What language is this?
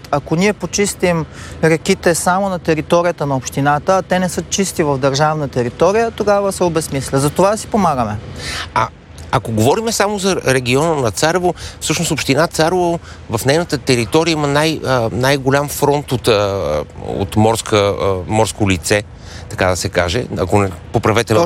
Bulgarian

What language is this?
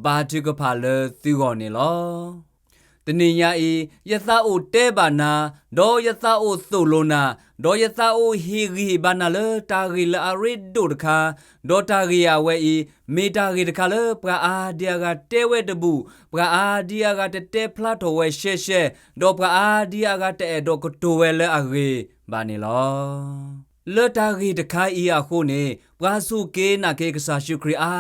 S'gaw Karen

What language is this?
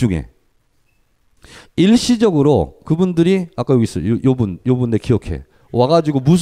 Korean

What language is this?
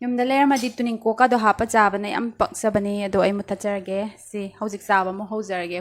Manipuri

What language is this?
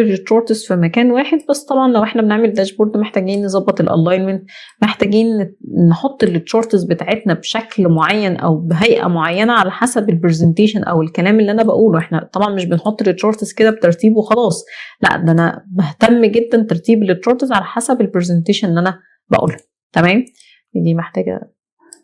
Egyptian Arabic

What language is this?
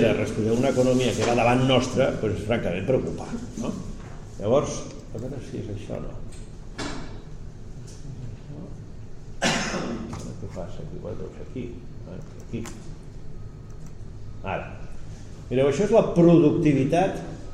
Catalan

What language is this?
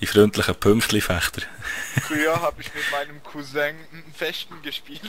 Swiss German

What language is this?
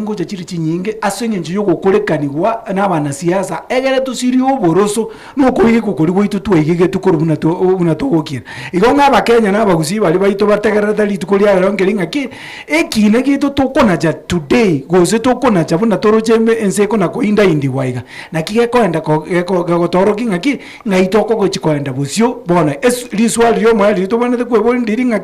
Gusii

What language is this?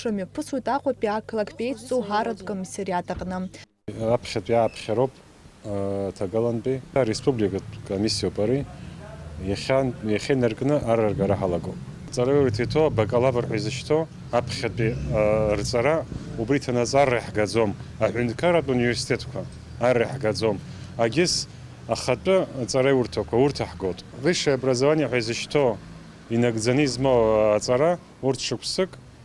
Abkhazian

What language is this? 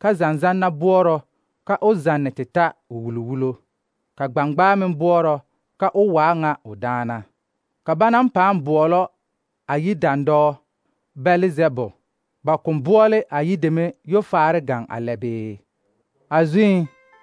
Southern Dagaare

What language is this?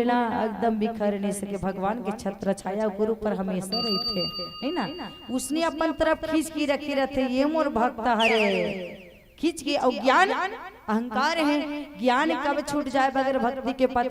Chhattisgarhi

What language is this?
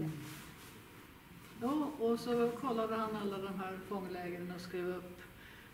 Swedish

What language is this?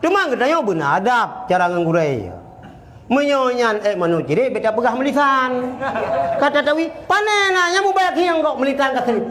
Achinese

